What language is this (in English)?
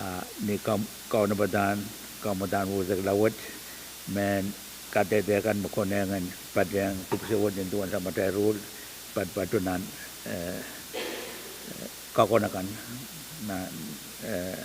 Pohnpeian